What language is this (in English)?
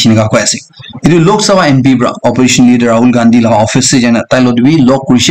Naga Pidgin